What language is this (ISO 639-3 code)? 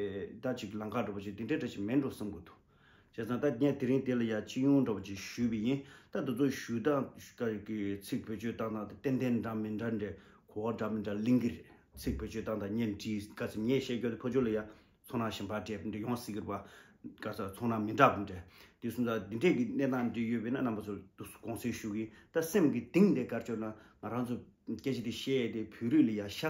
bod